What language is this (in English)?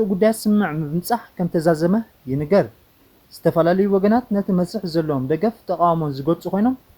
Tigrinya